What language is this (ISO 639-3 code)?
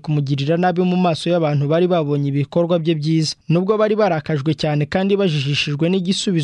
kin